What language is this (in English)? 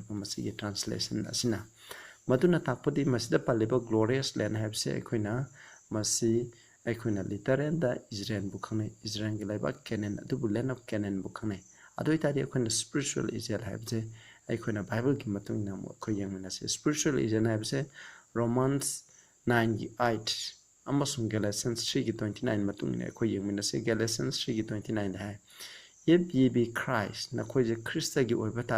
Manipuri